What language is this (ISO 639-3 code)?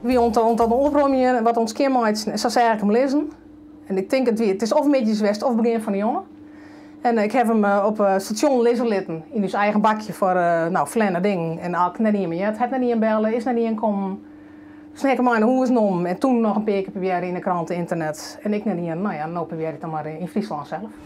fry